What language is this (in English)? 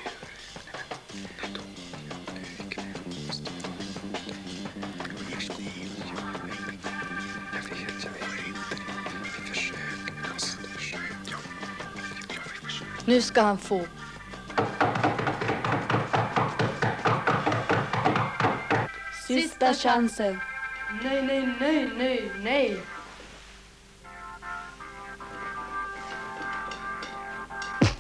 Swedish